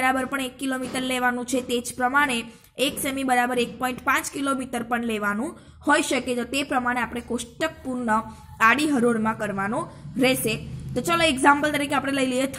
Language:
Gujarati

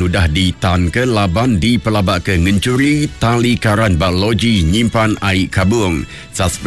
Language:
Iban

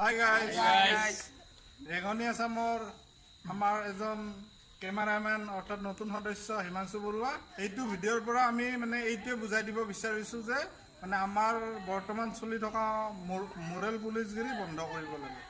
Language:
Assamese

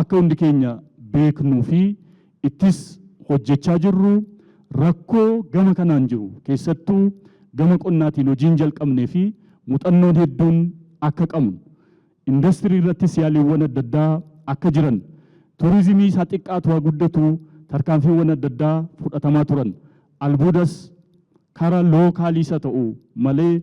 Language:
Oromo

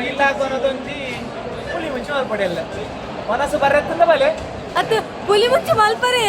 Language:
Tulu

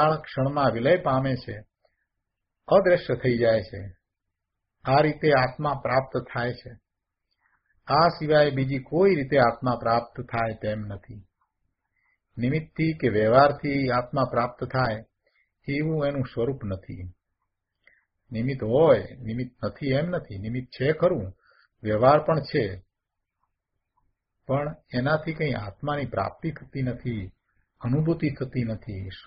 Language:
Gujarati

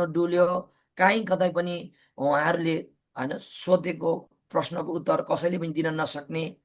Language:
Nepali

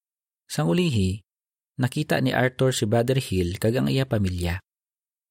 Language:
Hiligaynon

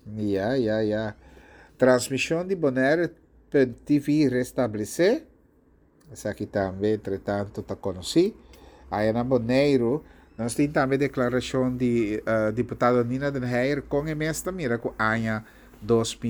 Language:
Papiamento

